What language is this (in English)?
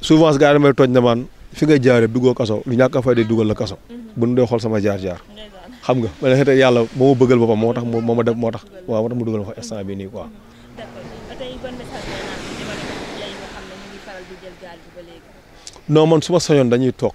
Wolof